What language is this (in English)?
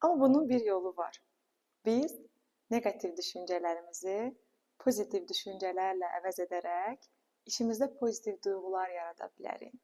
Azerbaijani